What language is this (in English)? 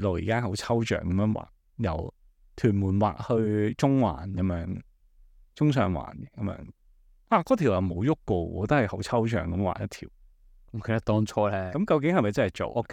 Cantonese